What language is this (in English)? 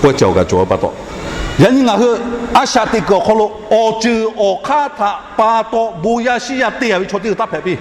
Lahu